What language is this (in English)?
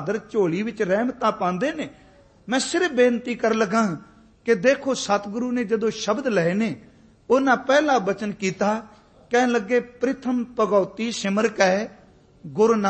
Punjabi